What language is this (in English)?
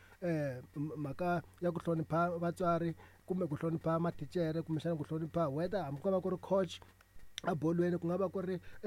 Tsonga